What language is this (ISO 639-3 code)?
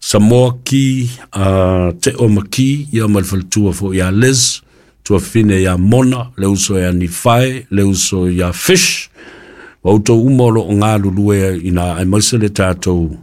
smo